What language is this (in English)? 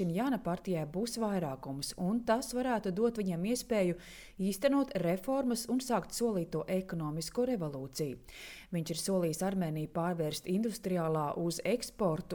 Latvian